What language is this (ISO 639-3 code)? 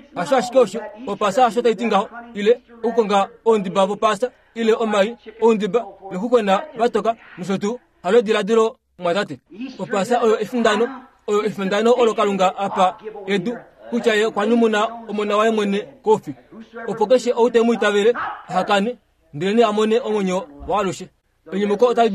kua